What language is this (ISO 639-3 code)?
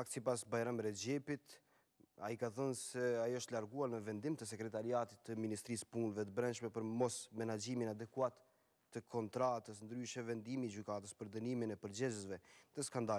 sqi